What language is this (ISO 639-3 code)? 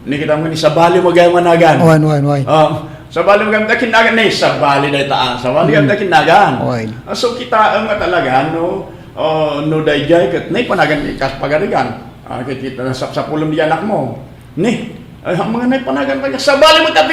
ilo